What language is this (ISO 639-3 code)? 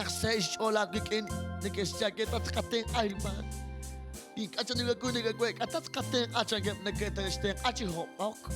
kek